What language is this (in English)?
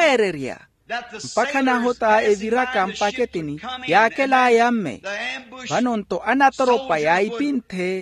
Makhuwa